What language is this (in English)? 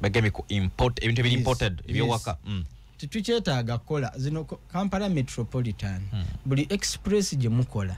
Ganda